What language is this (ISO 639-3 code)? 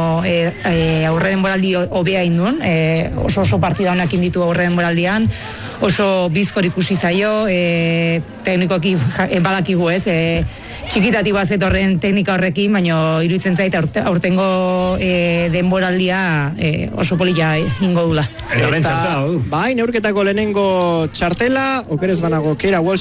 eus